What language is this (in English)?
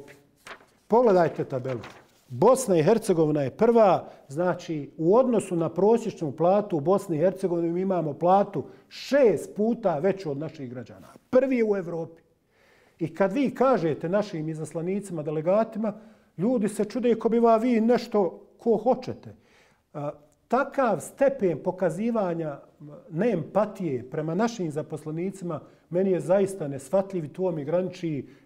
Bosnian